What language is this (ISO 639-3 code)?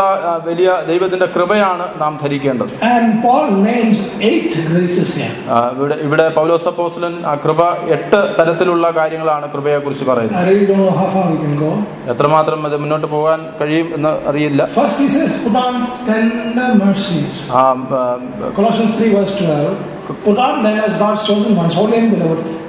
mal